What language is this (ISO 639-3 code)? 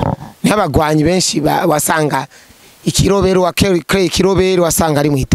run